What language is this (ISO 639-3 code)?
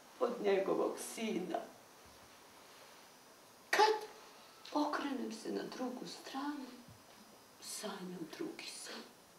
srp